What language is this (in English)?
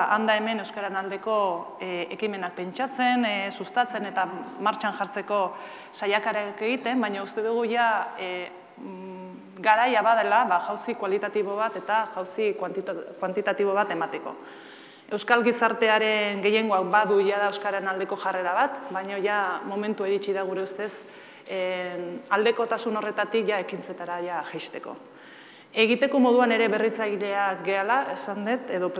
Basque